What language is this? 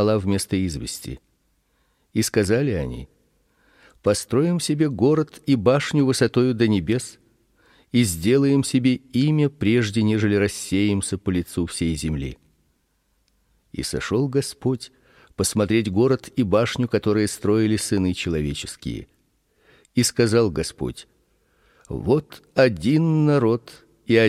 Russian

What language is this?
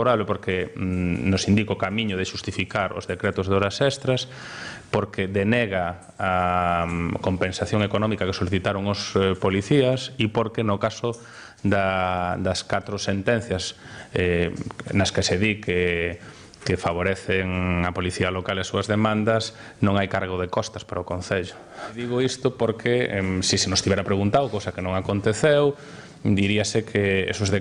Galician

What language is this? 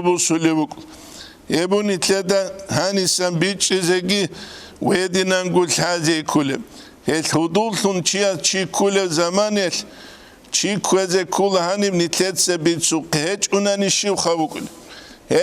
Avaric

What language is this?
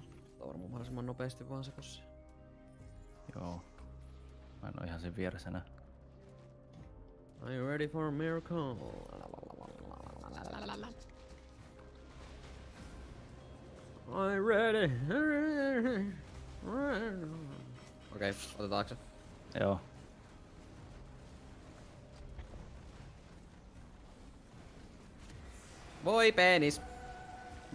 Finnish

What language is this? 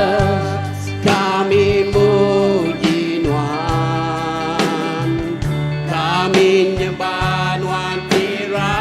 Iban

